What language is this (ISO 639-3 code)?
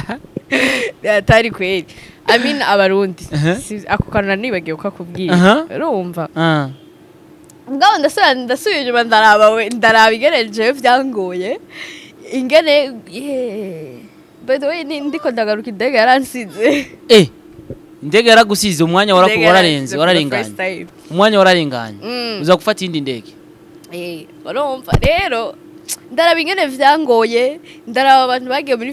run